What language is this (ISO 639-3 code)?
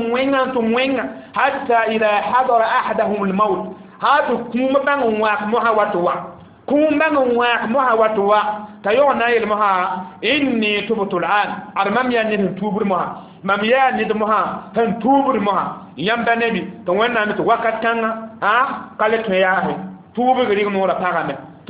mos